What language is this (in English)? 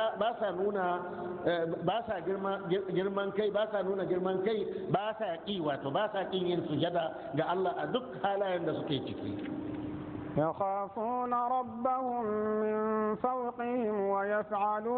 Hausa